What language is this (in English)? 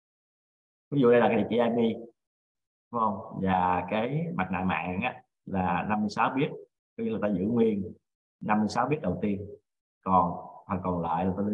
Vietnamese